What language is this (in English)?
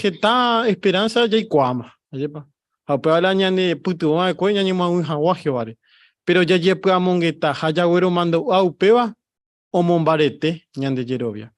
Guarani